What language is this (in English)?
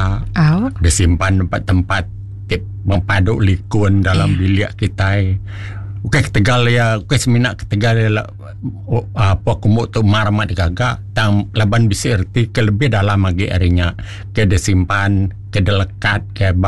Iban